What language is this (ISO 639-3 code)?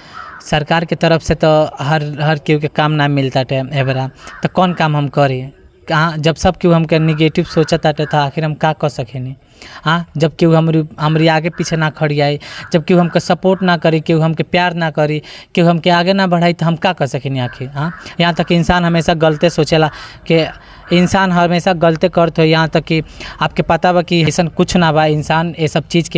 bho